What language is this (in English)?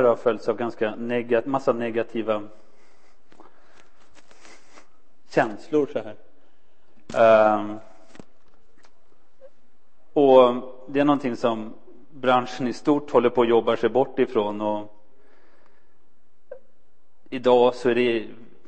Swedish